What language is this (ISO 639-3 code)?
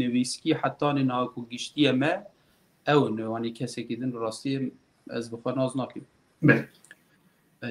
kur